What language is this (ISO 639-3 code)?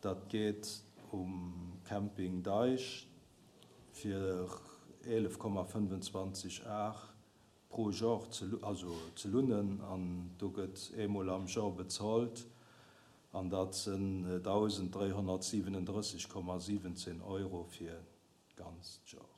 ltz